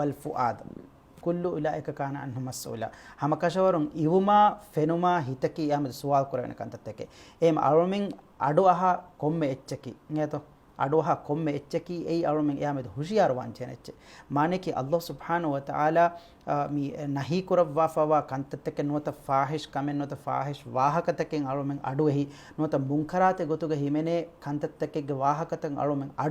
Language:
Divehi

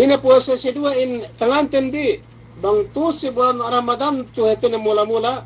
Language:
Yakan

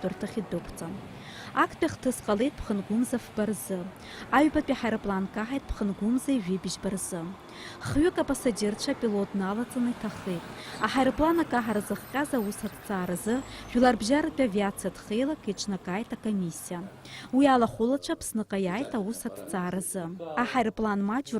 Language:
Abkhazian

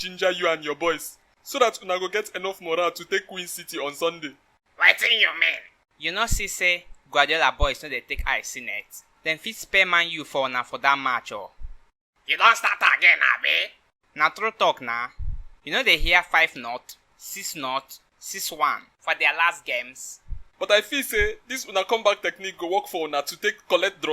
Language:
Nigerian Pidgin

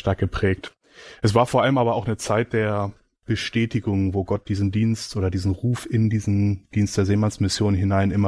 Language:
German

